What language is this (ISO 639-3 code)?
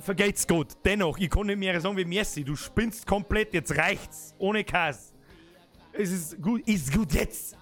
bar